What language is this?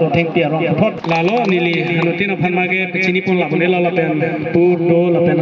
Karbi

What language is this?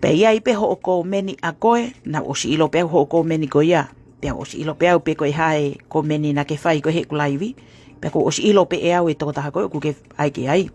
Tongan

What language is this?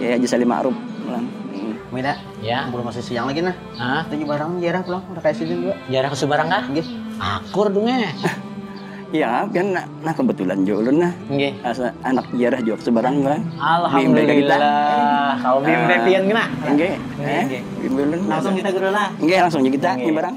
Banjar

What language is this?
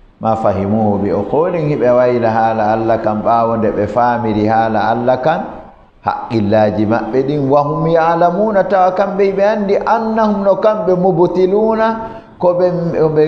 Fula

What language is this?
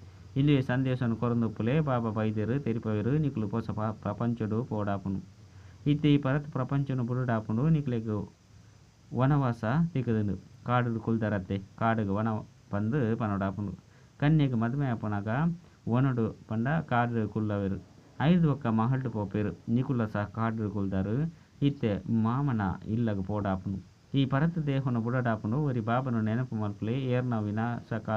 Tulu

